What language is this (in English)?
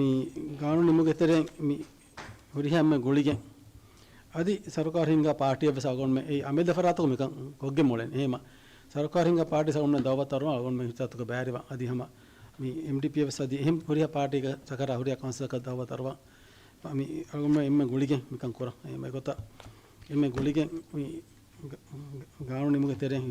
Divehi